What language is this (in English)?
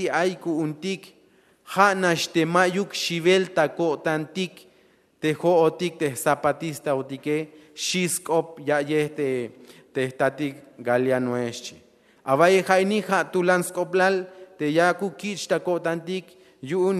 Tzeltal